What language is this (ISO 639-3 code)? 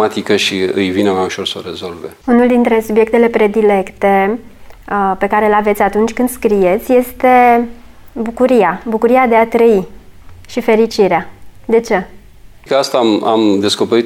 ron